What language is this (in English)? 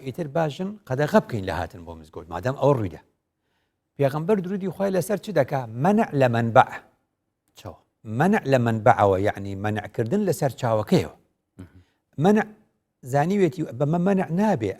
Central Kurdish